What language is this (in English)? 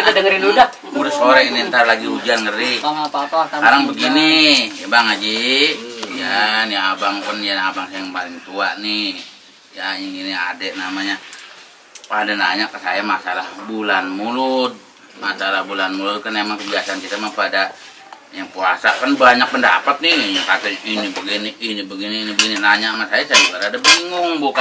Betawi